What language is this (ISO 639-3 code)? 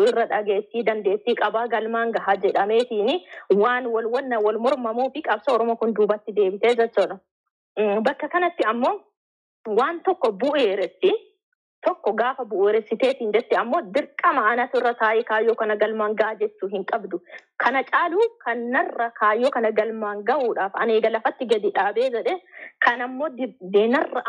orm